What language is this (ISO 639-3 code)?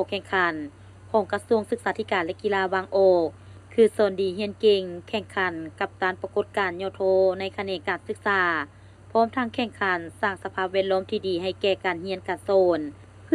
lao